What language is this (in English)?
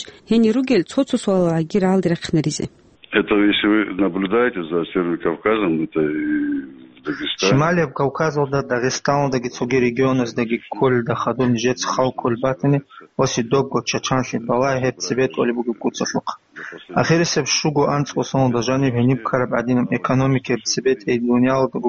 Avaric